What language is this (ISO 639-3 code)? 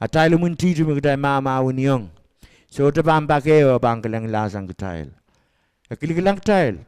pon